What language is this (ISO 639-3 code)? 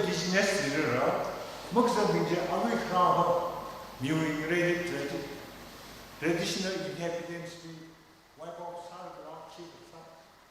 nmf